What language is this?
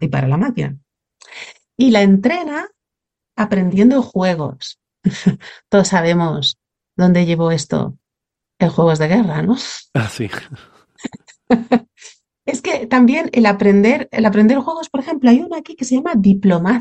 Spanish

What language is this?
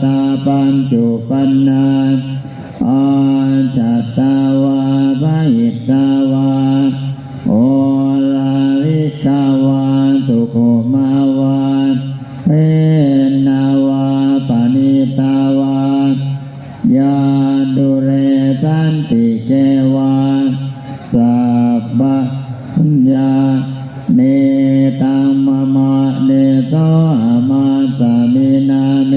Pali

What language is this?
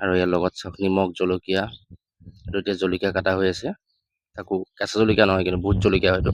Assamese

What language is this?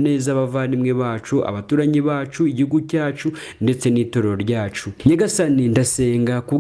Kinyarwanda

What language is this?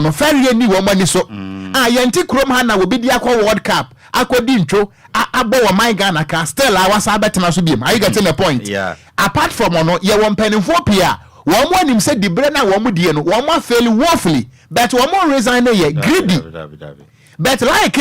Akan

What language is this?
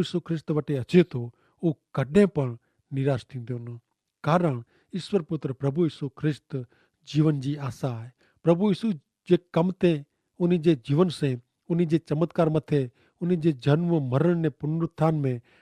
Kachhi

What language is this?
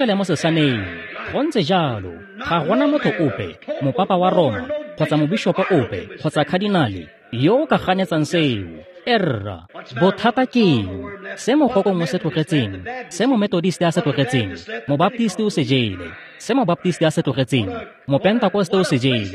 Tswana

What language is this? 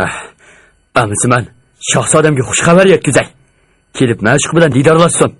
Uyghur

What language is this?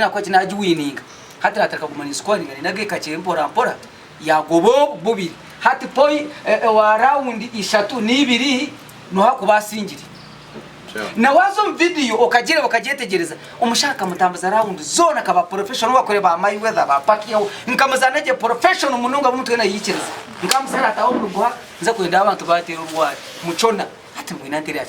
Nyankole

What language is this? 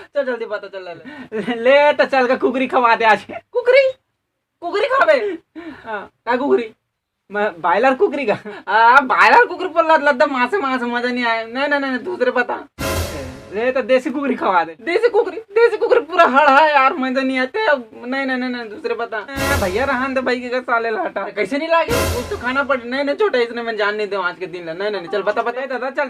Chhattisgarhi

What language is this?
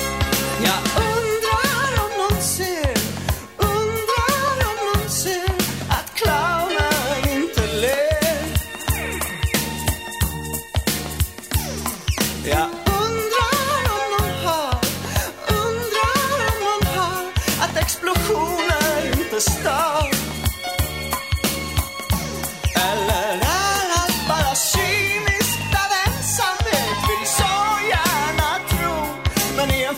Swedish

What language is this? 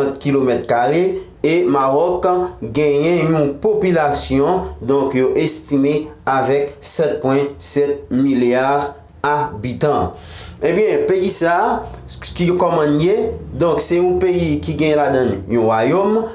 Haitian Creole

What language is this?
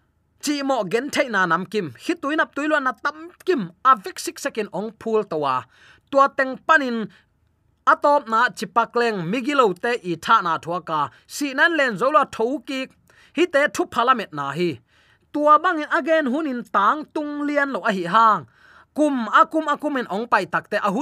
Tedim Chin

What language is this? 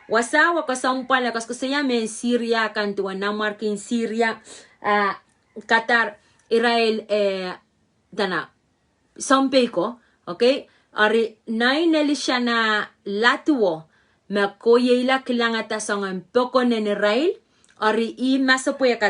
Pohnpeian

